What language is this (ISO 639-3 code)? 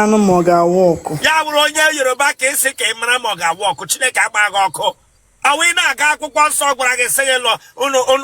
ibo